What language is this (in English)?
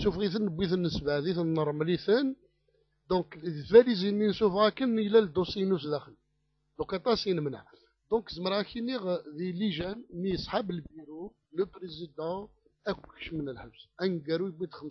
Kabyle